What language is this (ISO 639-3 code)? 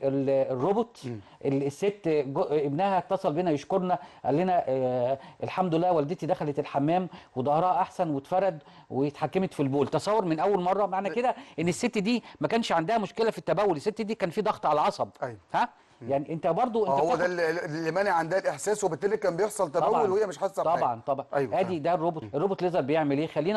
arz